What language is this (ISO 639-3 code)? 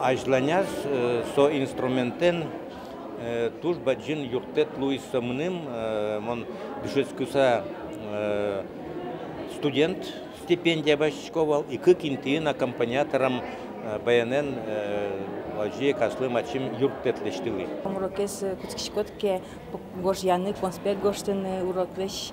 udm